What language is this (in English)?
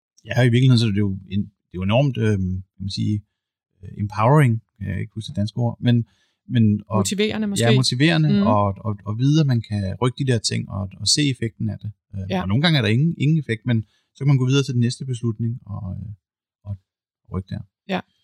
Danish